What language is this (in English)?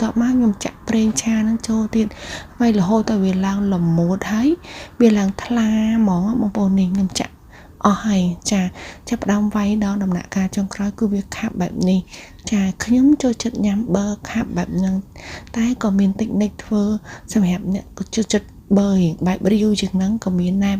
Khmer